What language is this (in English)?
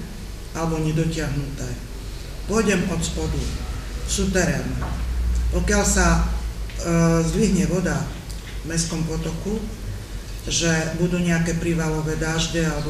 Slovak